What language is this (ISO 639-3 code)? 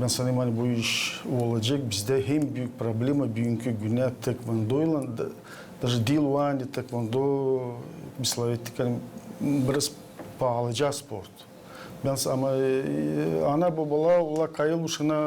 gag